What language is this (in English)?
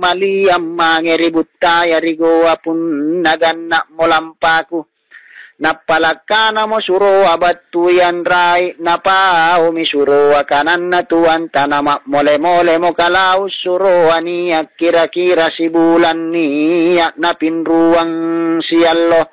Makasar